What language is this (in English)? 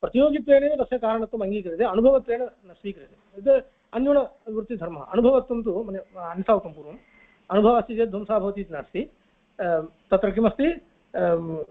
Sanskrit